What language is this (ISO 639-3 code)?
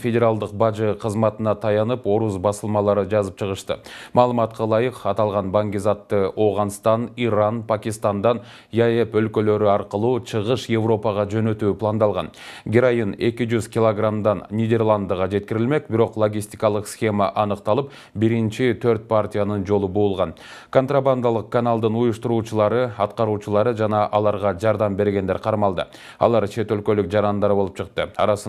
kir